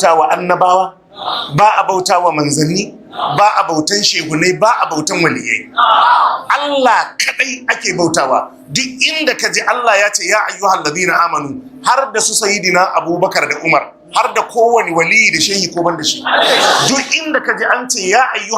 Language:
Hausa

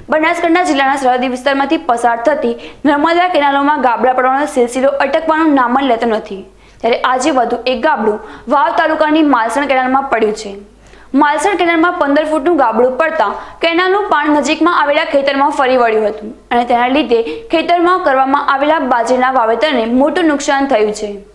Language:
Gujarati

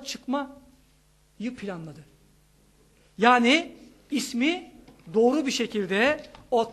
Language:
Turkish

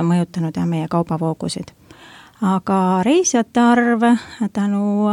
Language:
Estonian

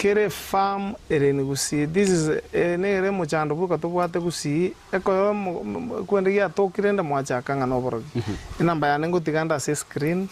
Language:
Gusii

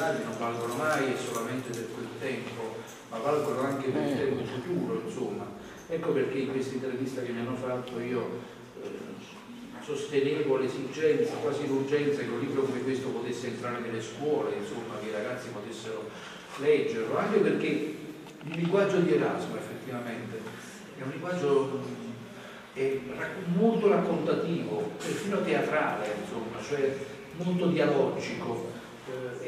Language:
Italian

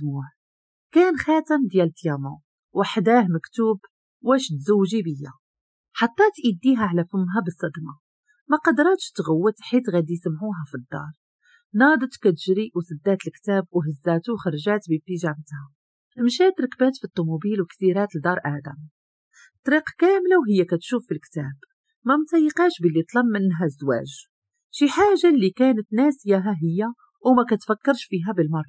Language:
Moroccan Arabic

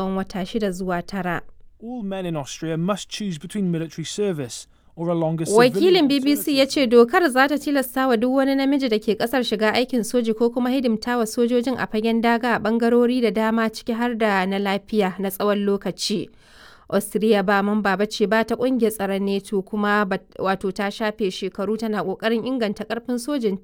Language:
Hausa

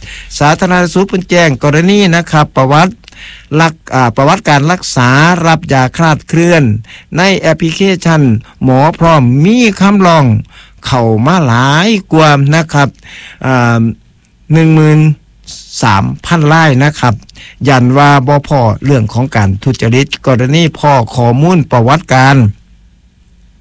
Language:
Thai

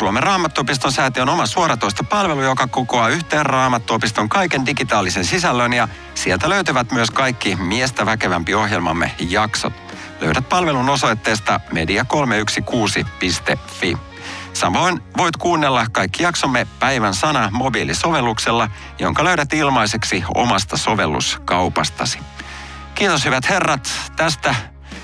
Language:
Finnish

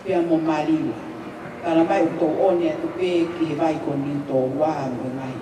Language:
Tongan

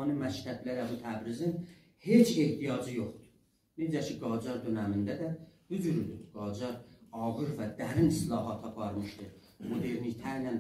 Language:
South Azerbaijani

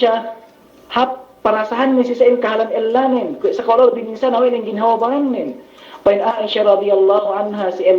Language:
Yakan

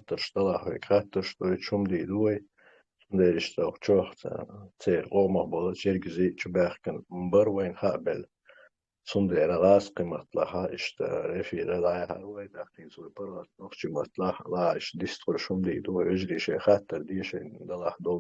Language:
Chechen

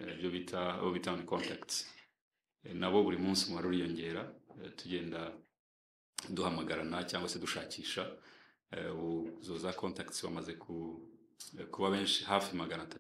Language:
Kinyarwanda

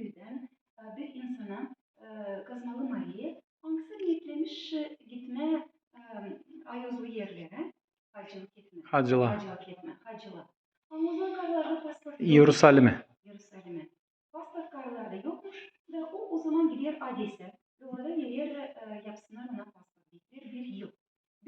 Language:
Gagauz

